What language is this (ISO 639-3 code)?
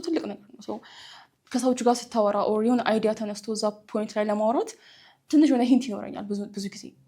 amh